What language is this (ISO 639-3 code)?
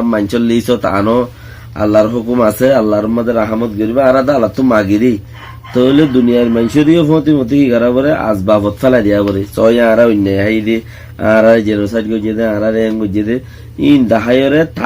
rhg